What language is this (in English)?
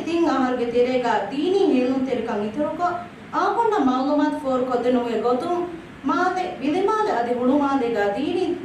Divehi